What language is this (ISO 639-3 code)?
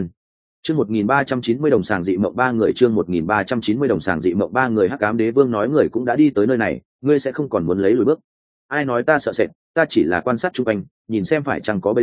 vie